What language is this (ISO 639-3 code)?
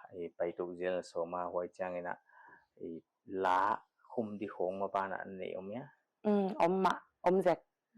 pck